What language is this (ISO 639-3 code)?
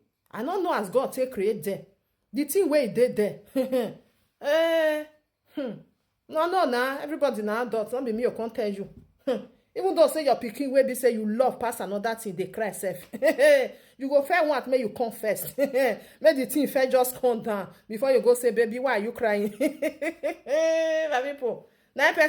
pcm